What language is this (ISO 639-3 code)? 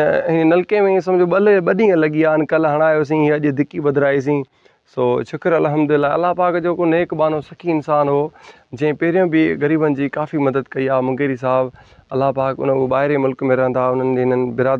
snd